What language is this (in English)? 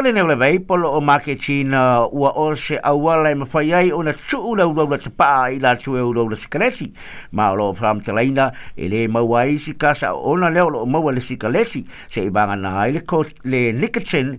Samoan